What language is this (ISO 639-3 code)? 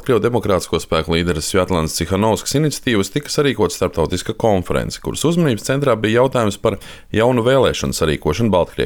lav